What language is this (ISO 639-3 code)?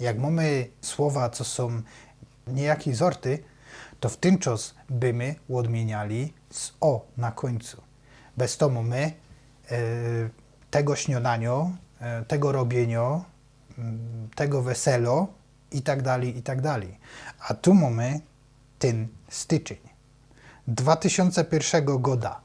szl